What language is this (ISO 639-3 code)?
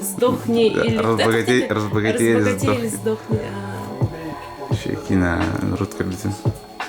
sah